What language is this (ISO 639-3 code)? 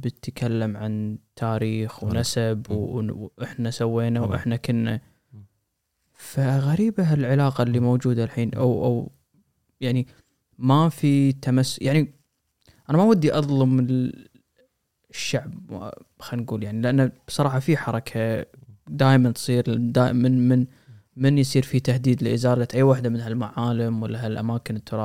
afb